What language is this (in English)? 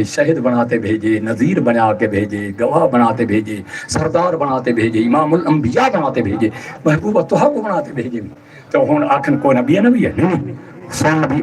Saraiki